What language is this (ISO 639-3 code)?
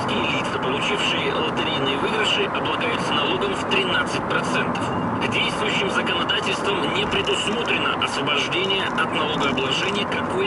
rus